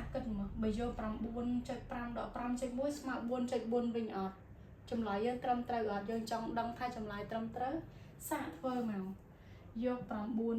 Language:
Khmer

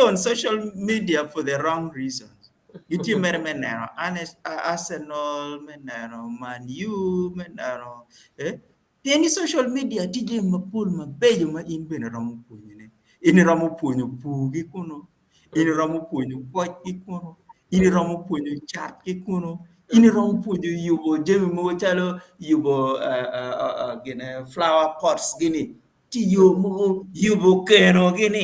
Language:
Acoli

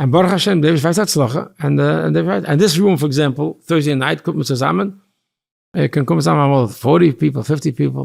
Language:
Yiddish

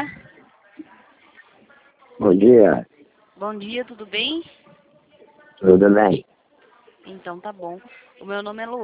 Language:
Portuguese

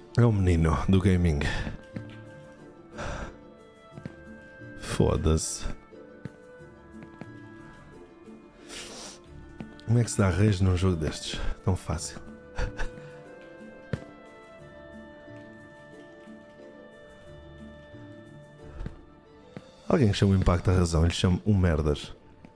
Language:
Portuguese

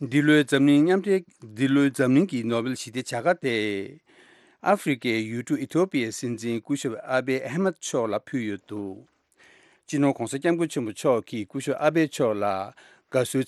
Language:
Tibetan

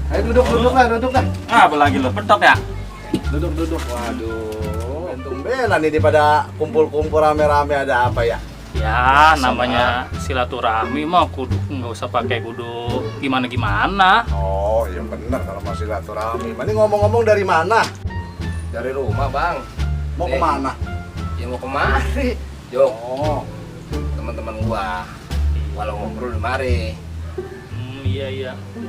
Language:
Betawi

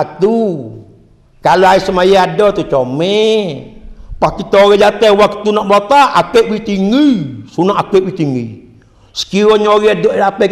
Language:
Malay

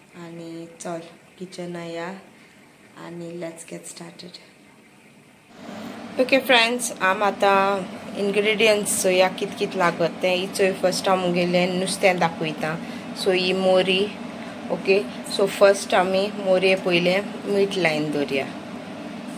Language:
Konkani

